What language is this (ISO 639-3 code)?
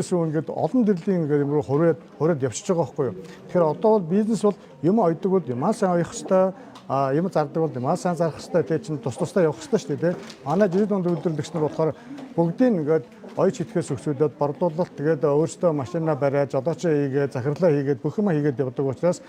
mon